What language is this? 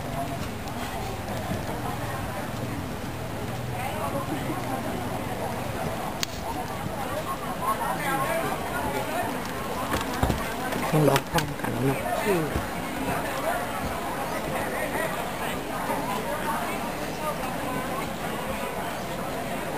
Thai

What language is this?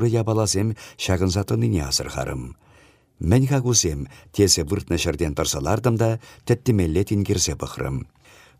Chuvash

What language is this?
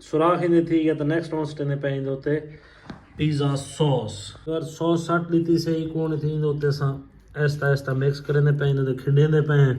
Saraiki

